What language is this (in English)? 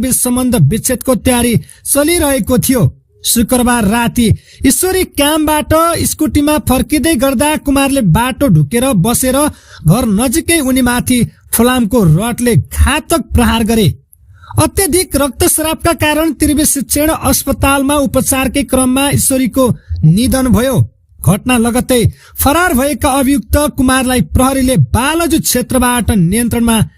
Nepali